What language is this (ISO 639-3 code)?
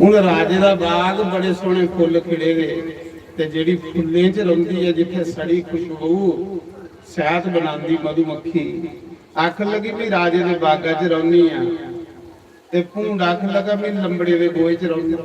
doi